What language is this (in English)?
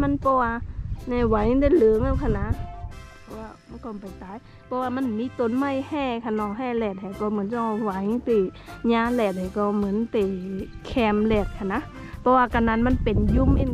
Shan